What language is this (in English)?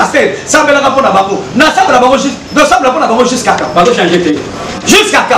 Lingala